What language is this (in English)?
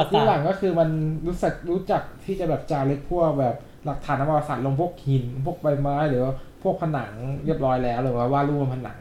Thai